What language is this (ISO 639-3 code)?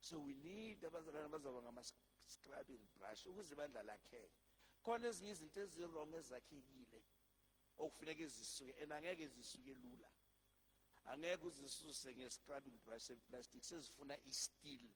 zul